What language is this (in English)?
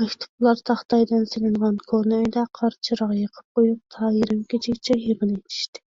Uyghur